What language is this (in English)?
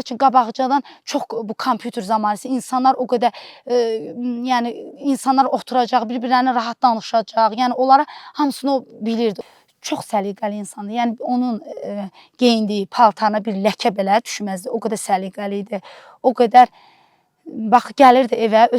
Azerbaijani